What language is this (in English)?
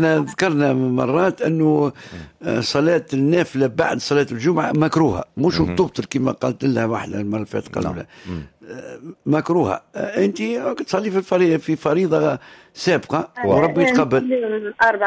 Tunisian Arabic